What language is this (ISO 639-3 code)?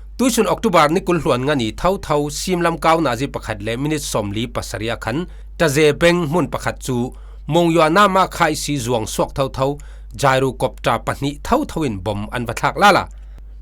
cfm